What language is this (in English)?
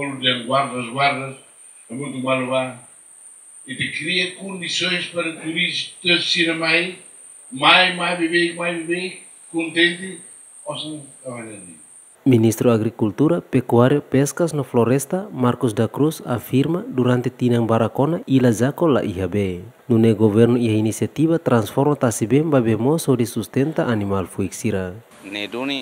Tetum